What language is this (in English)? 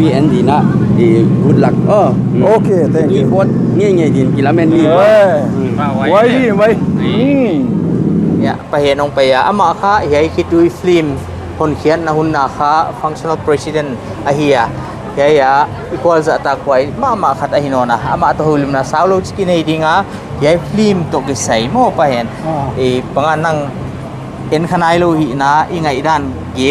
Paite Chin